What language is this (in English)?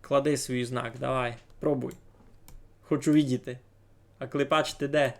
Rusyn